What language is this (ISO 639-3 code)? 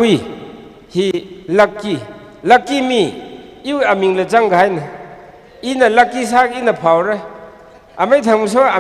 nmf